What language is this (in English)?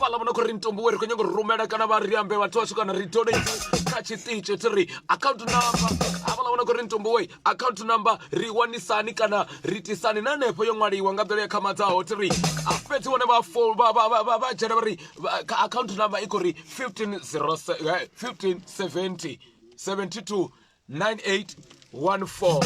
Venda